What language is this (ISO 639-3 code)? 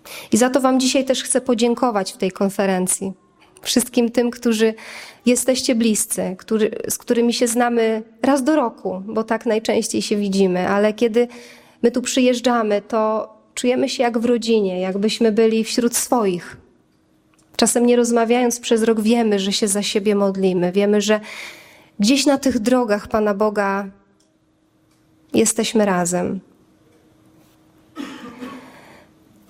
pol